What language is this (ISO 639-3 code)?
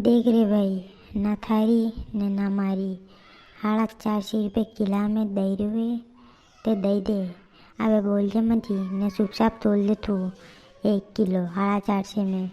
raj